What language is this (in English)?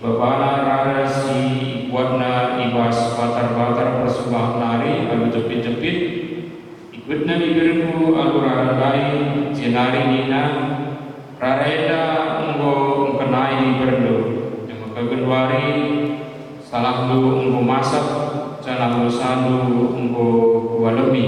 Batak Karo